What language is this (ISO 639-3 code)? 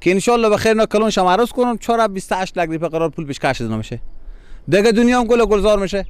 fas